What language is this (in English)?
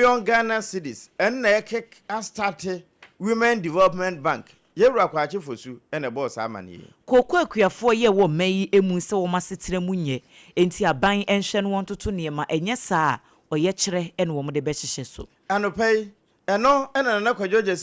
Akan